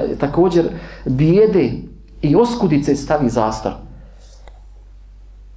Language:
Bosnian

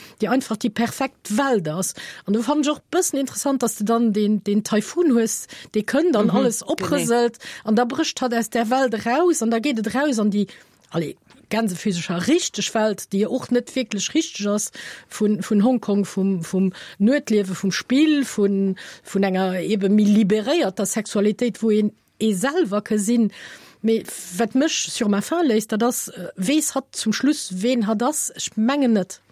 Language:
Luxembourgish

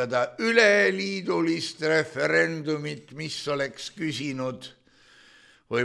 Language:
Estonian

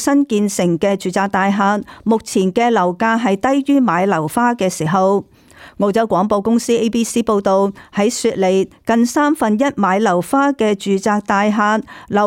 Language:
Cantonese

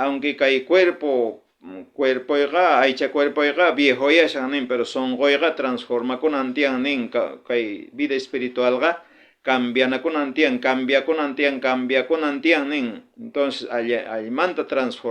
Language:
South Bolivian Quechua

